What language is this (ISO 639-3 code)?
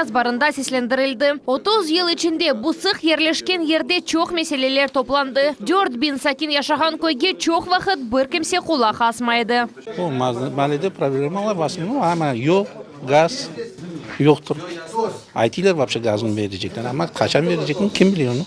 crh